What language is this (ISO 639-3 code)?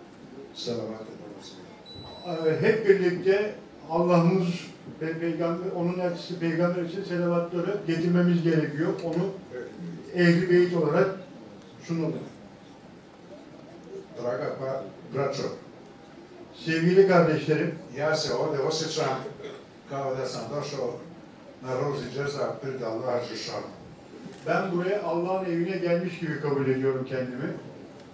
tur